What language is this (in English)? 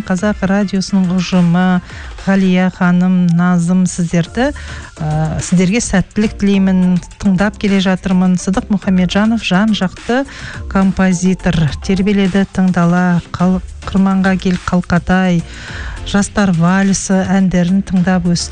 Kazakh